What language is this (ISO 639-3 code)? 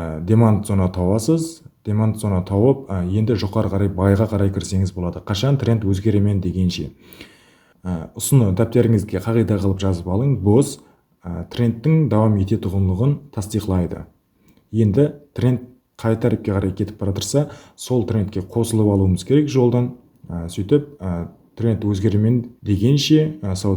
kaa